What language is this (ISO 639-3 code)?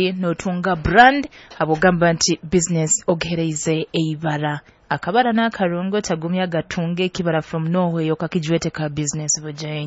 nyo